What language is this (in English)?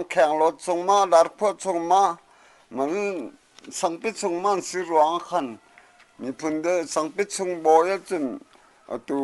Hakha Chin